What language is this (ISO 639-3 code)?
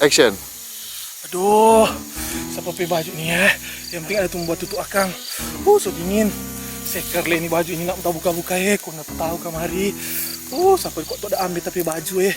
xmm